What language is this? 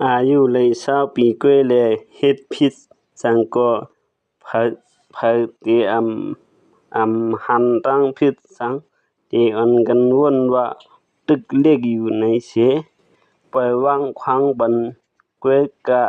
Shan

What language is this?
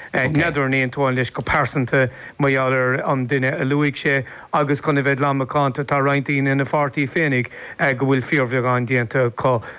Irish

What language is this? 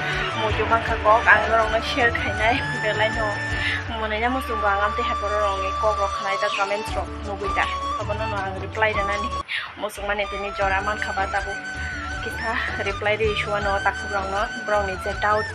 Kok Borok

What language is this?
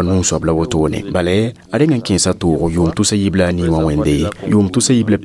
Mossi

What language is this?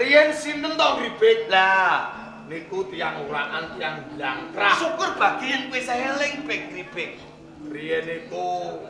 Javanese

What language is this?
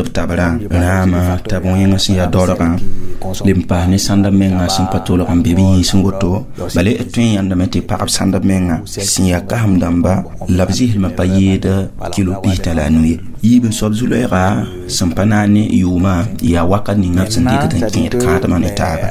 Mossi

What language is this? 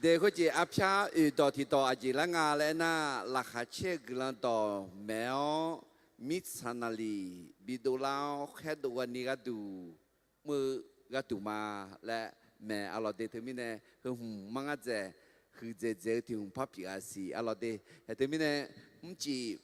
Akha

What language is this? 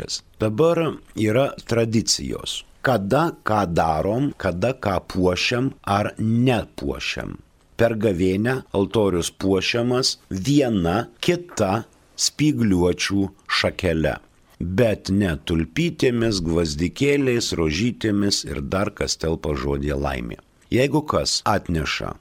Lithuanian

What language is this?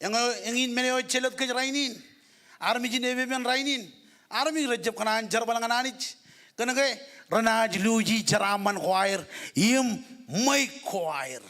Marshallese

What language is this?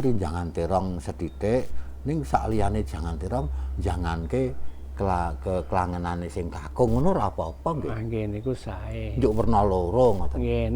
Javanese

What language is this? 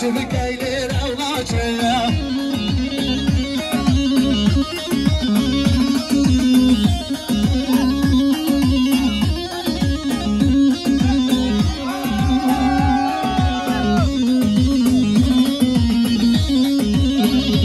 Kurdish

